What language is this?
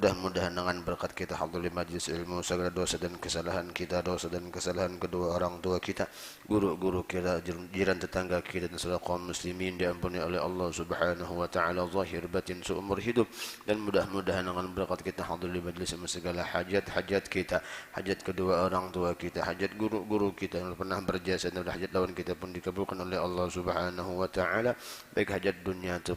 Banjar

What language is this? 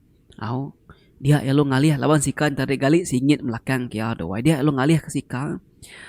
Iban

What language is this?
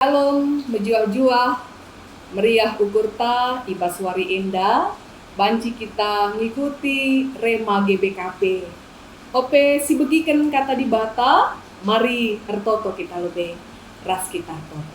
Batak Karo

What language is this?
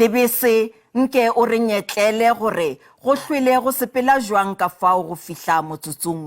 Northern Sotho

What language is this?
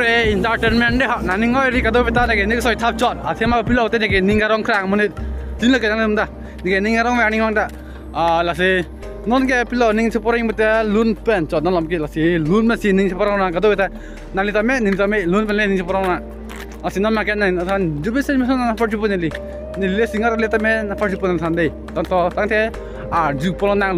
Karbi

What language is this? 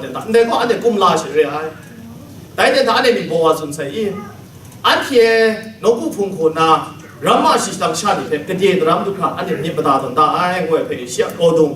Kachin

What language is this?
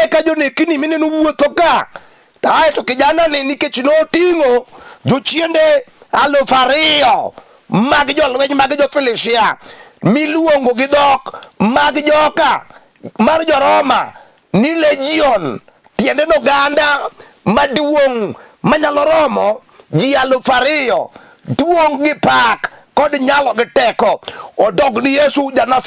Luo (Kenya and Tanzania)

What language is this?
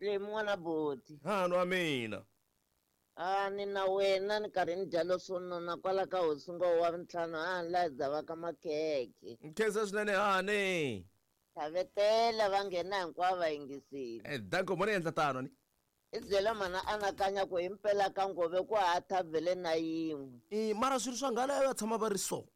Tsonga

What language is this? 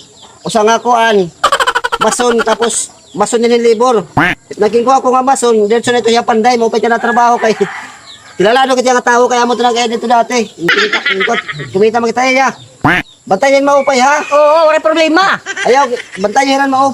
Waray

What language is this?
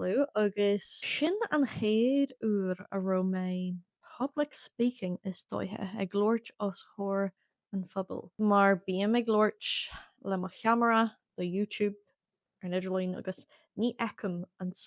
Irish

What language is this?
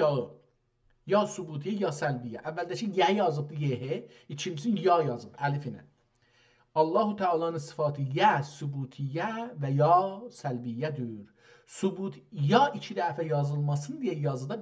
South Azerbaijani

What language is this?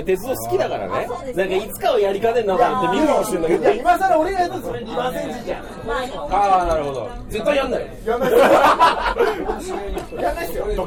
Japanese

